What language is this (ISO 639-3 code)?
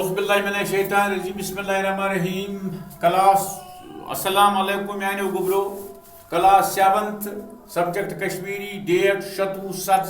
kas